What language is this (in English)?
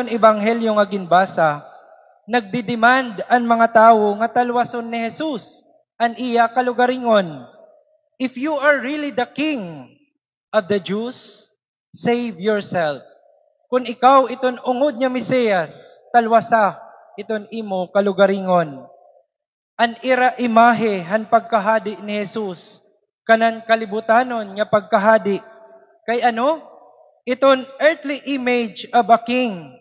Waray